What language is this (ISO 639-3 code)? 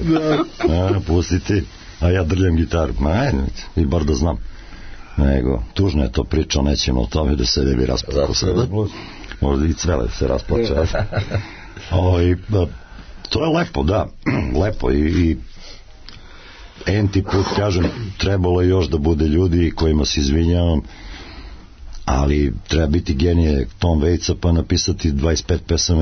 srp